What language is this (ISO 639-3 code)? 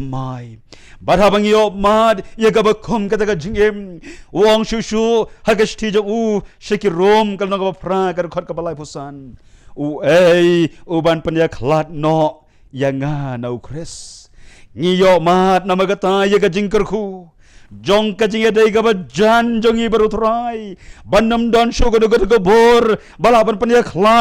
kha